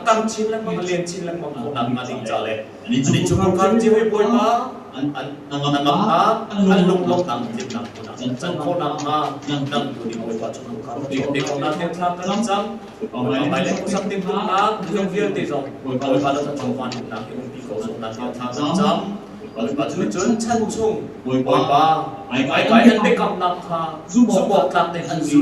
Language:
Hakha Chin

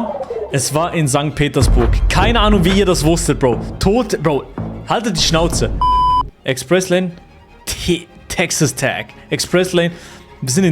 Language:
Swiss German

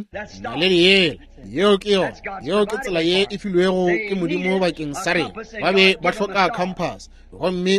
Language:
Northern Sotho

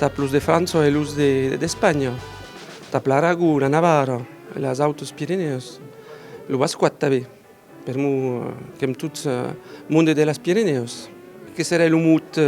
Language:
Occitan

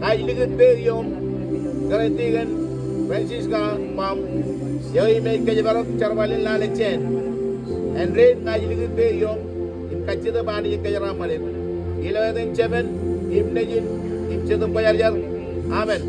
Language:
Marshallese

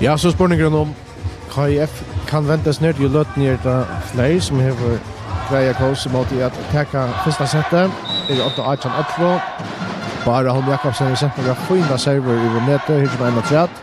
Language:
Faroese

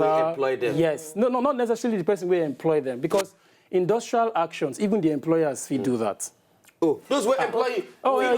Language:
Nigerian Pidgin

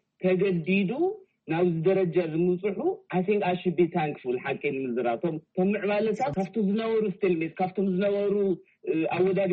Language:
Tigrinya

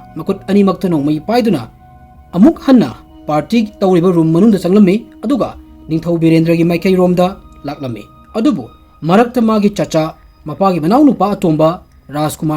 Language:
Manipuri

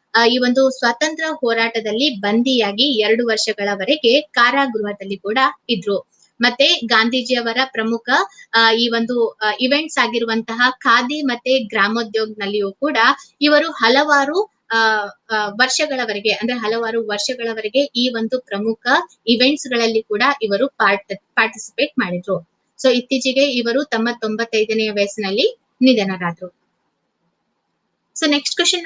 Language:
Kannada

